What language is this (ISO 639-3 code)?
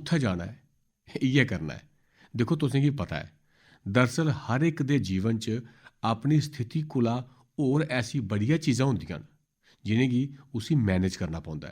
doi